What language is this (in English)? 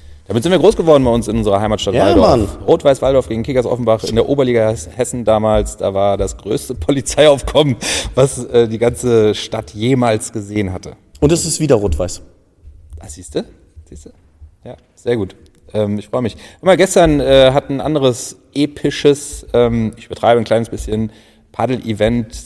German